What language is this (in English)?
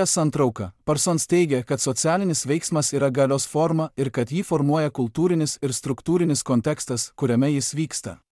Lithuanian